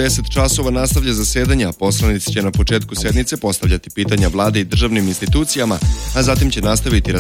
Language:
Serbian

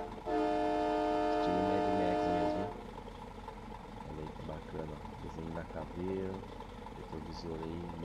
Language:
Portuguese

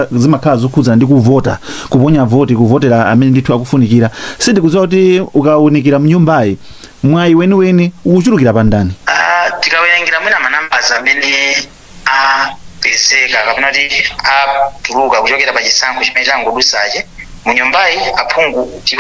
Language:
Nyanja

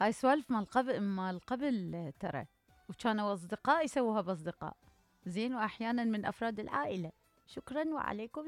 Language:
Mesopotamian Arabic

